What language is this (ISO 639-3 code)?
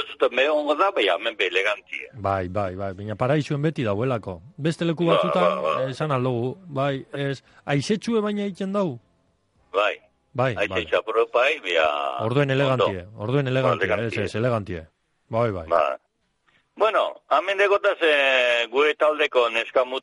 eus